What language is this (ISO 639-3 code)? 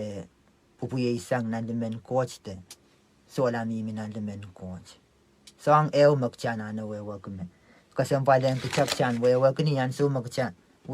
pon